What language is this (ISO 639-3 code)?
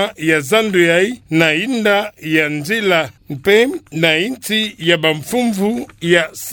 ktu